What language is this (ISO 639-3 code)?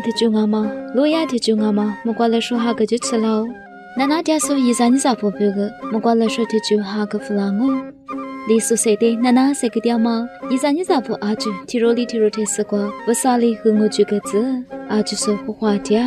lis